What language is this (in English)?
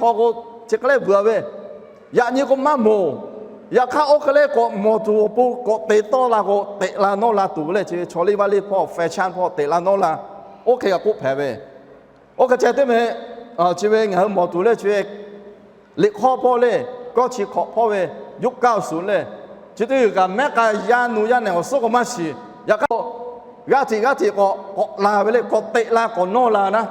Lahu